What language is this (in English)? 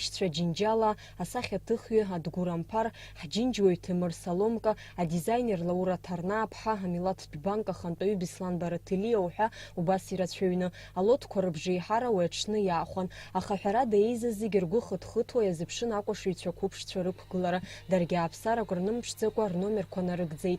Abkhazian